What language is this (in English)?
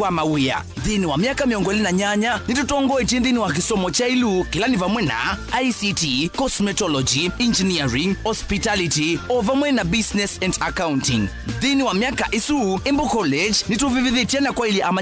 Kamba